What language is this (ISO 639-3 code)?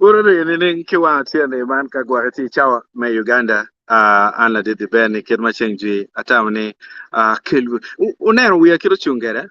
ach